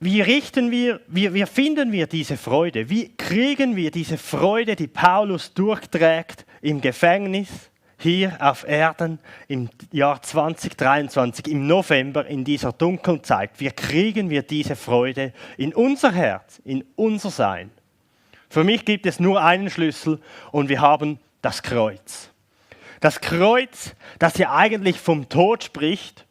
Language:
Swiss German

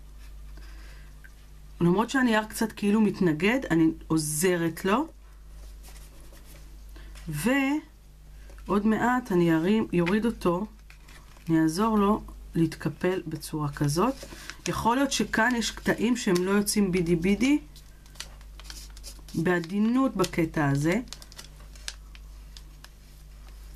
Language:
Hebrew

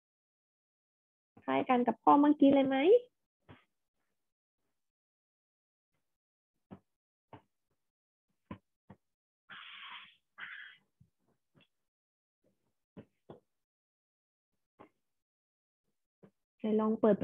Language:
Thai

